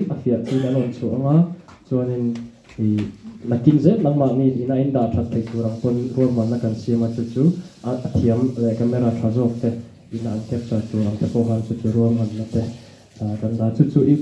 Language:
Mizo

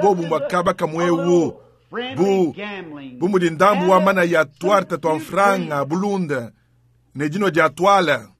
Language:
Luba-Lulua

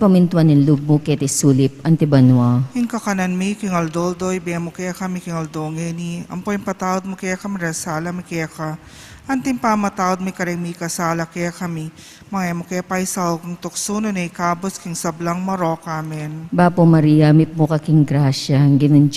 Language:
Pampanga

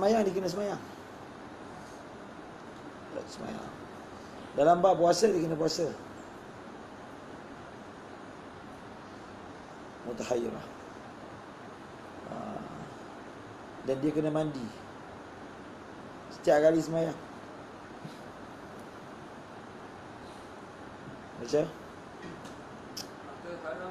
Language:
Malay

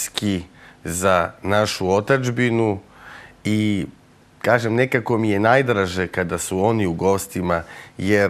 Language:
Serbian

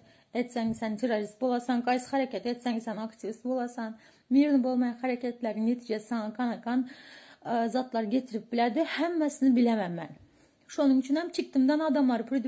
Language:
Turkmen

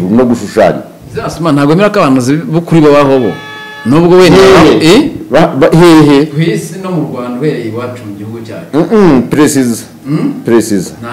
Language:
Kinyarwanda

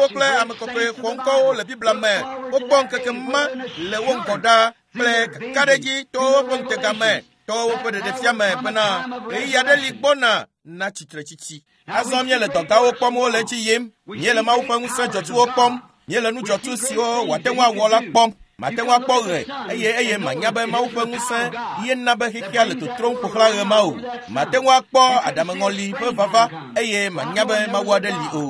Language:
Ewe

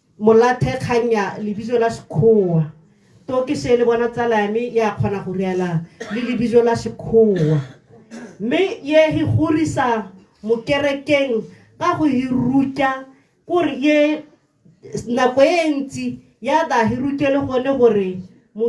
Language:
Tswana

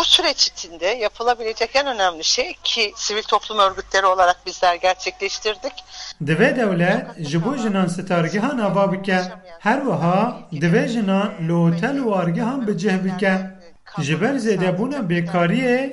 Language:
Kurdish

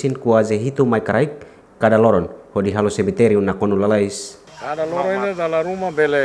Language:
Tetum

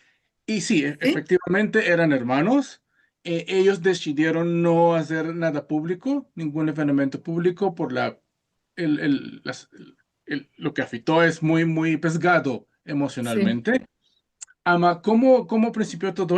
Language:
Ladino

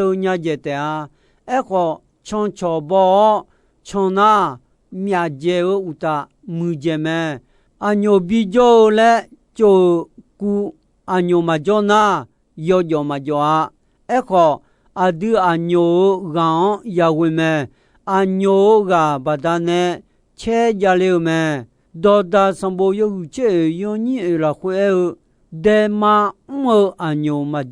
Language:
Akha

